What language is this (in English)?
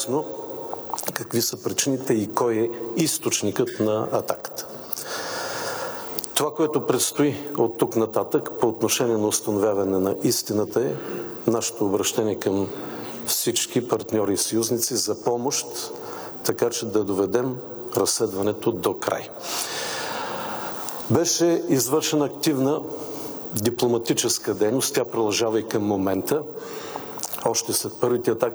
Bulgarian